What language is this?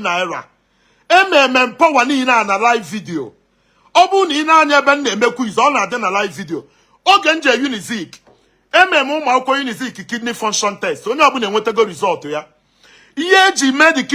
Igbo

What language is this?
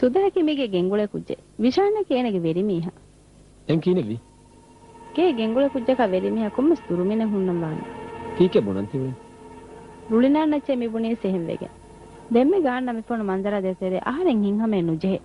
Divehi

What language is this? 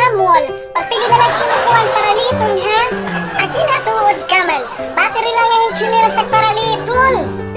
Waray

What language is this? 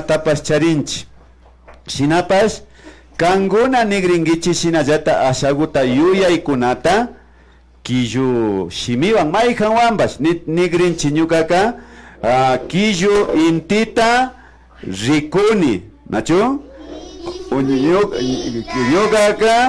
Imbabura Highland Quichua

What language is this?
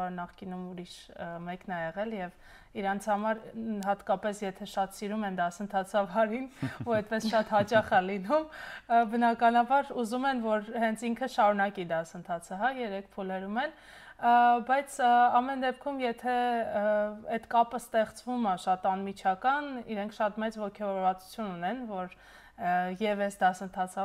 Armenian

